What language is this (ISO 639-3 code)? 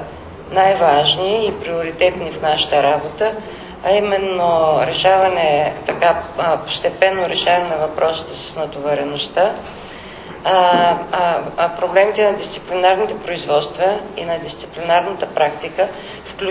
bul